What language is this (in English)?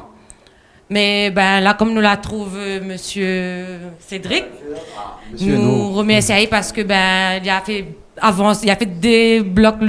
Réunion Creole French